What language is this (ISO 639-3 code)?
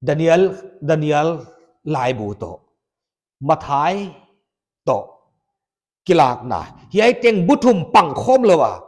pck